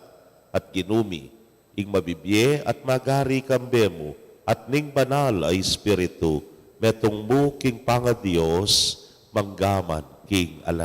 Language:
Pampanga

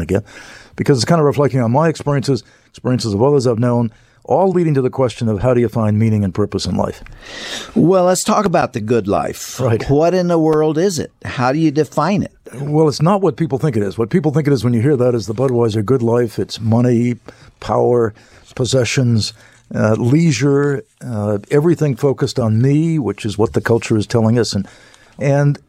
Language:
English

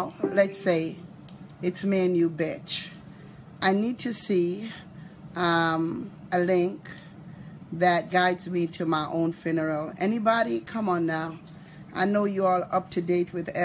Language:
Jamaican Creole English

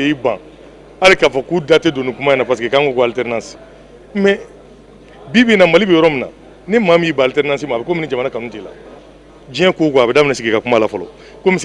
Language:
Bambara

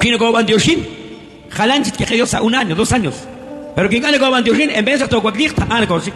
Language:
Kekchí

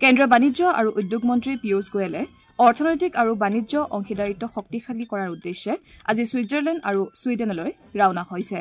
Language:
Assamese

